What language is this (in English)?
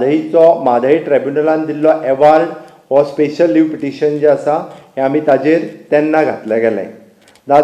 Konkani